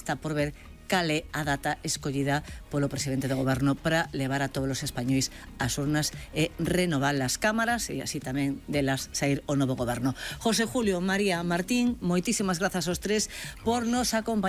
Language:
Galician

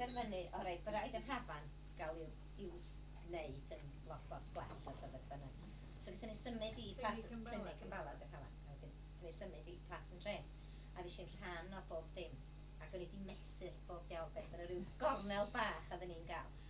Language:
Welsh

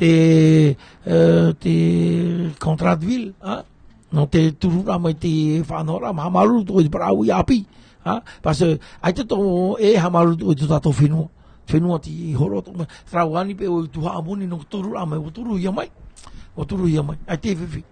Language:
Tahitian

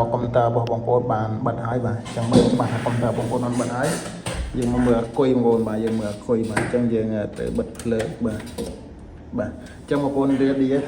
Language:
Khmer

